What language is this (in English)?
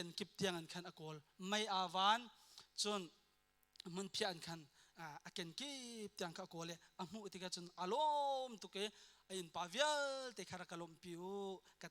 Hakha Chin